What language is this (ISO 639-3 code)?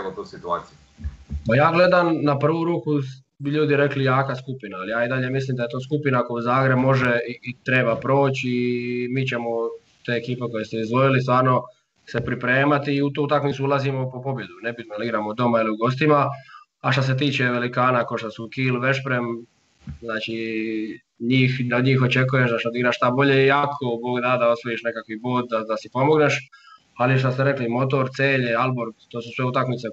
hrv